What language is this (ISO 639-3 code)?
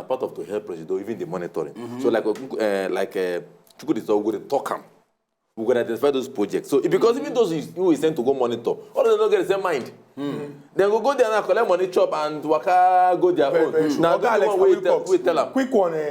pcm